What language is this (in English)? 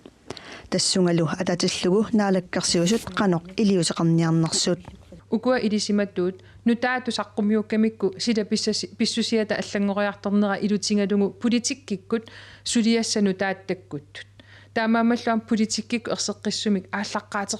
Kalaallisut